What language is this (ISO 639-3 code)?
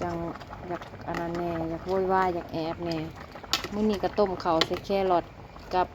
lao